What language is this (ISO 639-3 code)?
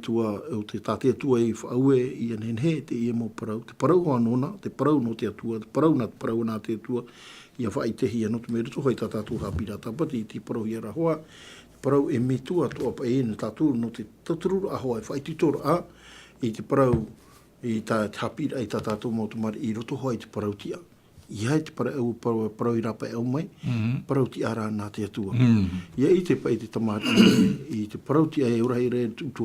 tah